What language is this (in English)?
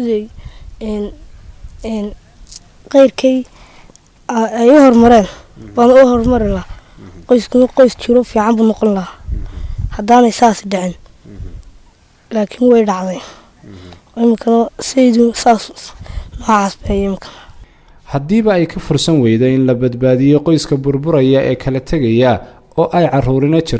Somali